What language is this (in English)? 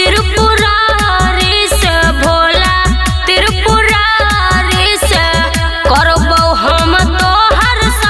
Bhojpuri